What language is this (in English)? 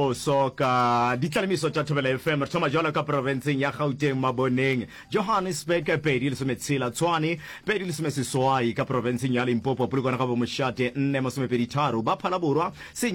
Northern Sotho